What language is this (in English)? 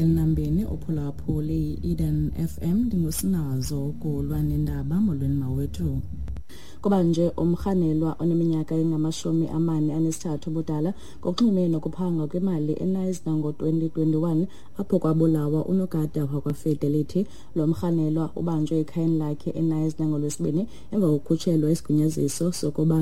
Xhosa